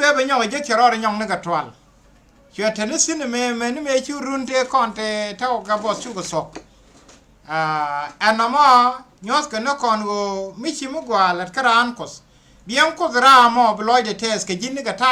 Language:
Nuer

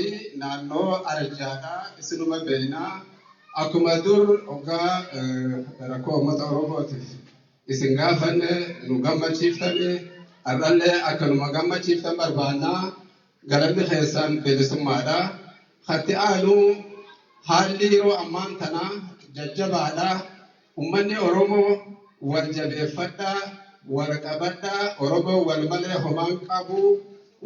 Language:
Oromo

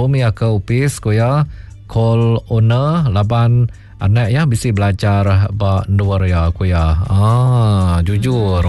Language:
Iban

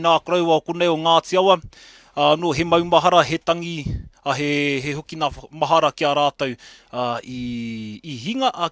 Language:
Māori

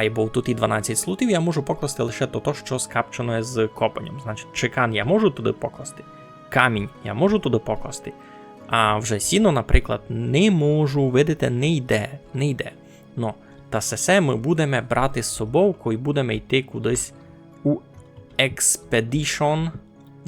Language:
Rusyn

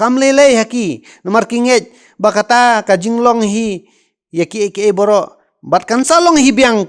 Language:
Khasi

